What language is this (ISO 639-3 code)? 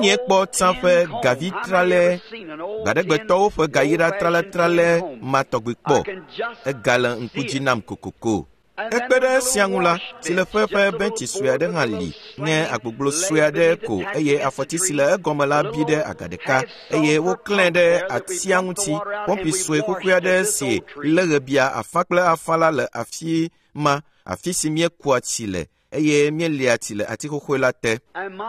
ewe